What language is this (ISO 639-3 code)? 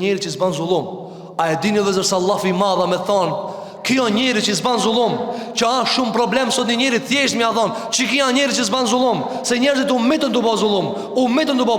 sqi